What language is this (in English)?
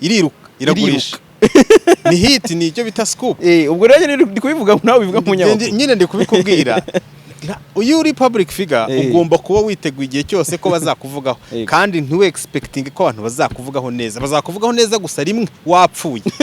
Kinyarwanda